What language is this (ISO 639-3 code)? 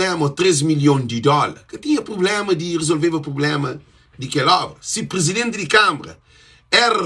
kea